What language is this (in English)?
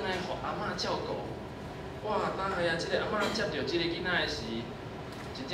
Min Nan Chinese